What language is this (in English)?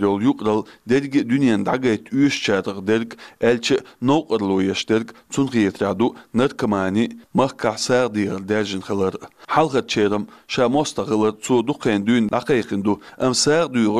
Chechen